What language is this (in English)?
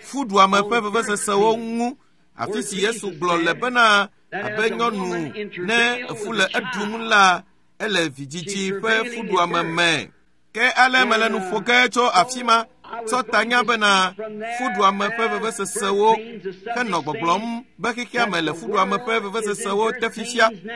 Ewe